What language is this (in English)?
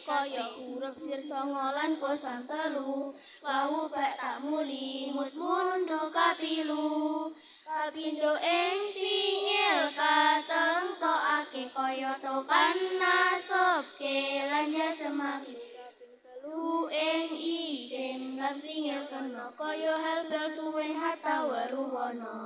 Javanese